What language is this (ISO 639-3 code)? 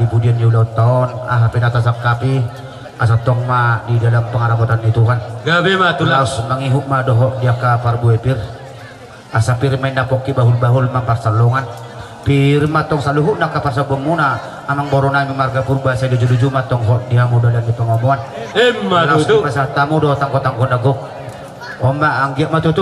bbc